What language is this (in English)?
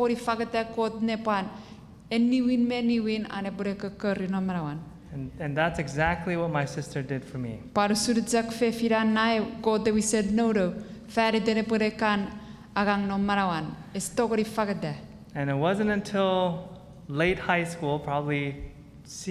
Chuukese